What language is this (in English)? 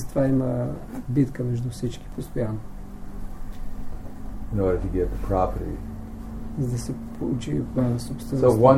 Bulgarian